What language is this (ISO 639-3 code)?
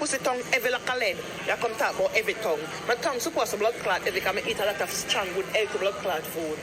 jam